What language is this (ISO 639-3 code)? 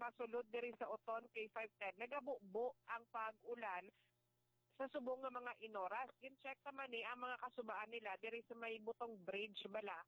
hil